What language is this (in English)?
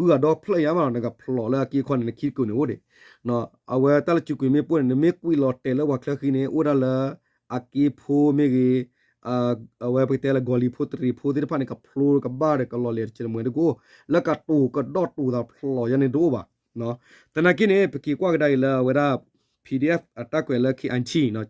S'gaw Karen